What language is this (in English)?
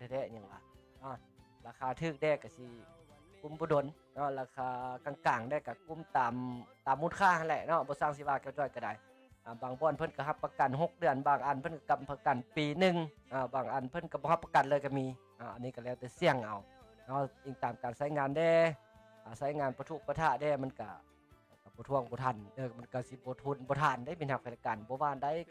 Lao